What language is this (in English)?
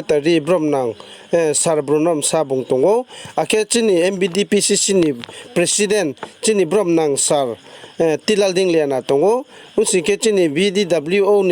Riang (India)